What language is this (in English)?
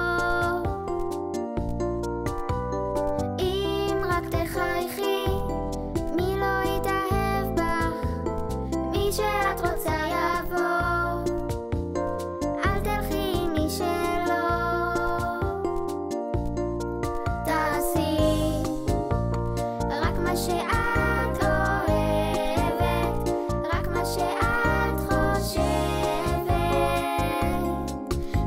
Hebrew